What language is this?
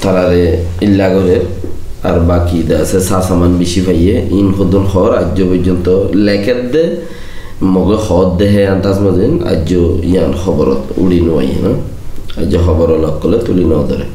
Rohingya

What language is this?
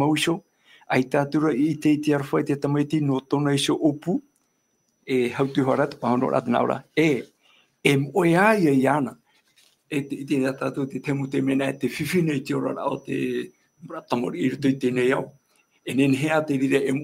Tahitian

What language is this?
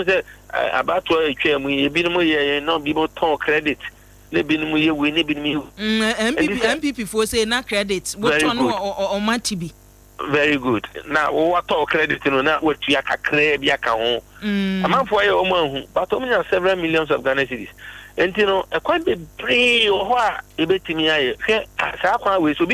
Akan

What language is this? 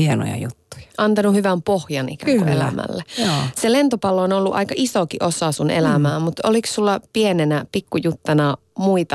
Finnish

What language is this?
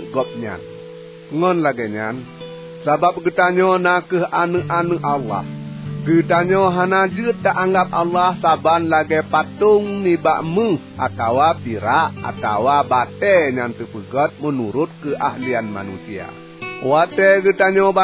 Achinese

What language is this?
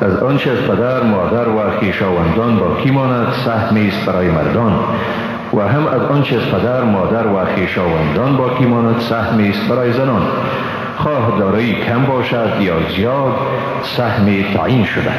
Persian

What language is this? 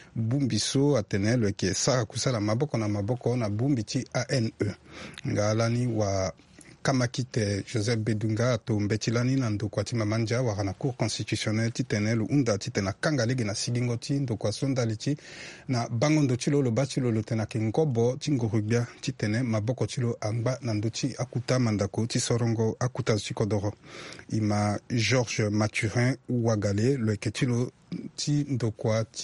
Sango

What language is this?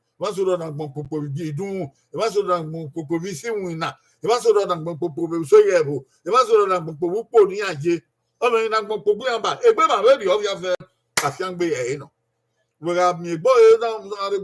Bini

